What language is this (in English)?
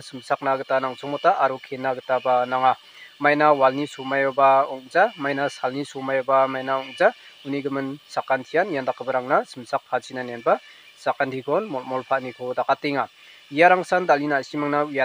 Garo